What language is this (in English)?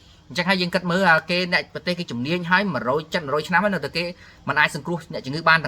Khmer